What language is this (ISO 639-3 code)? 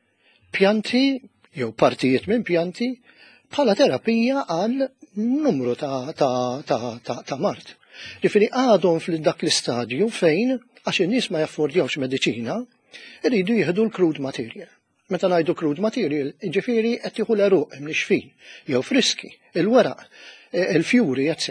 mlt